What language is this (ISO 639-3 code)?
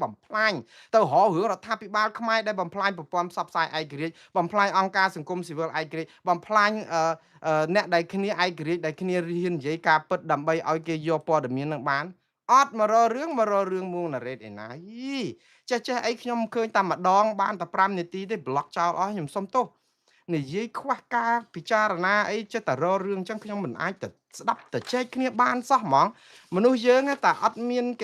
khm